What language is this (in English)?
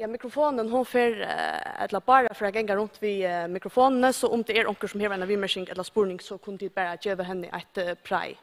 Faroese